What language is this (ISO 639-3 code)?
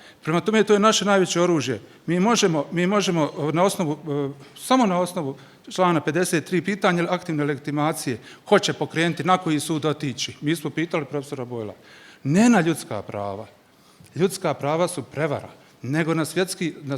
bos